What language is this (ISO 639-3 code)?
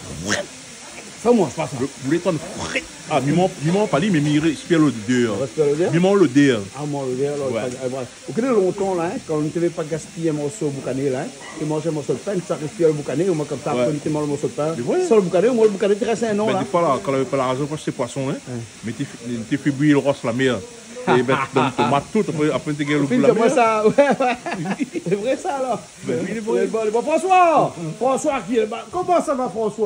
rcf